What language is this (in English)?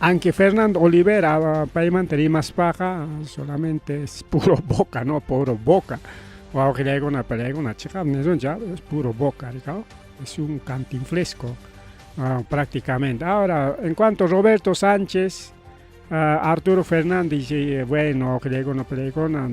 Ayacucho Quechua